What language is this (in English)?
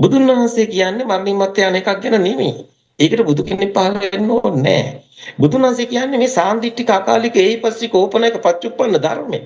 Sinhala